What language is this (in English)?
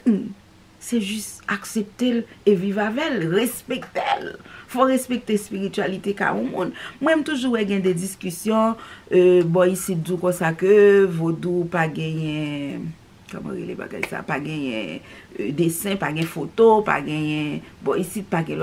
Haitian Creole